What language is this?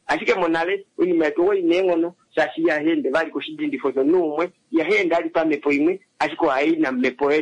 Kuanyama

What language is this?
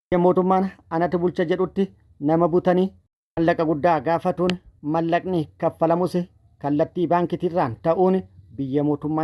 Oromo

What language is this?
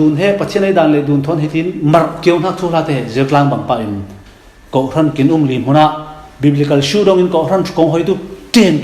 Falam Chin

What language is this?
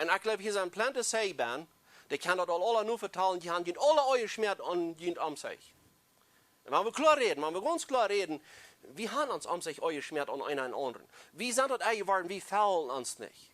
Plautdietsch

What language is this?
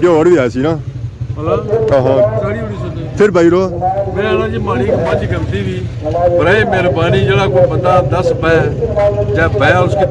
Pahari-Potwari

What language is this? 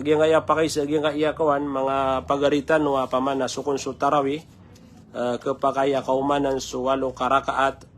Maranao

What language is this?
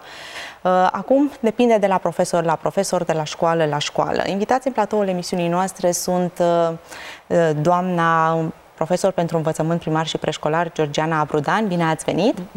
Romanian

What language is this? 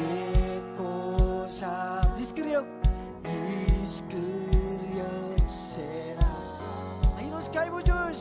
Marshallese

